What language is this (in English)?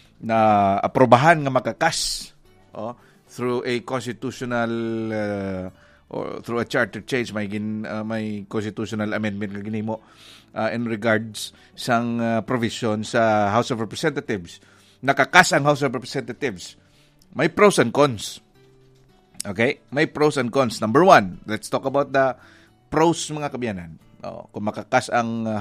Hiligaynon